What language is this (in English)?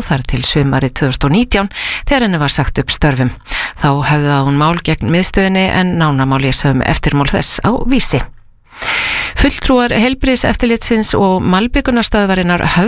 Icelandic